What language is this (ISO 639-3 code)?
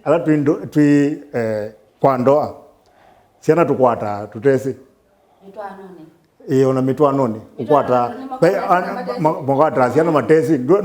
kam